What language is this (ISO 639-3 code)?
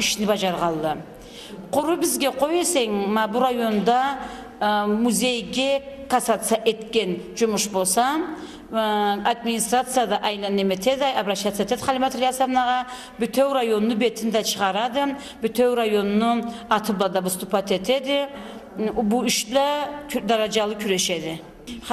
krc